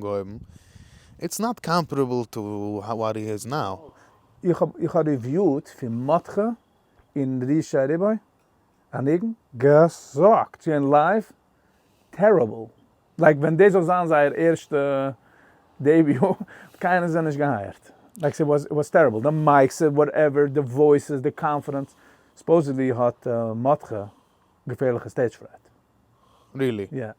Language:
Yiddish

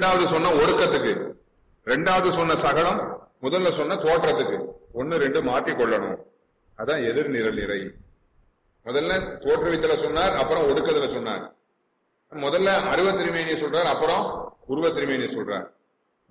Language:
Tamil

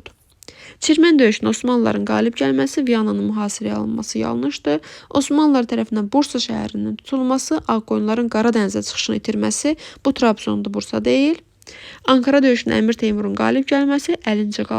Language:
Azerbaijani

